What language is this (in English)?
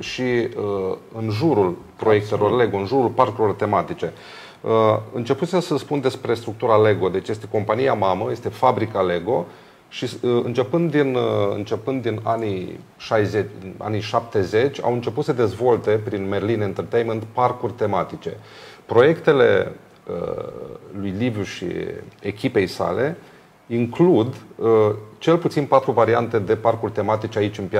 Romanian